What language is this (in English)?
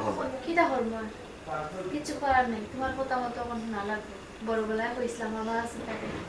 Sylheti